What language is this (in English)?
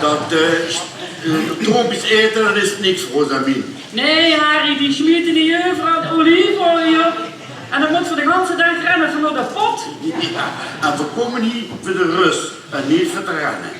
Limburgish